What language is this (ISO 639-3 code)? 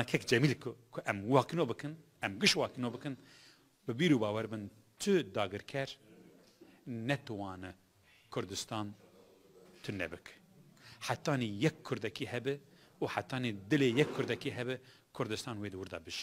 kur